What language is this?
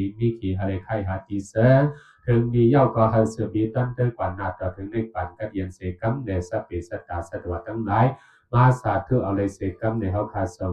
Shan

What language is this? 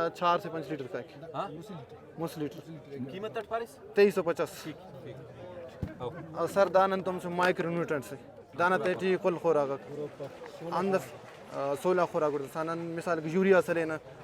Brahui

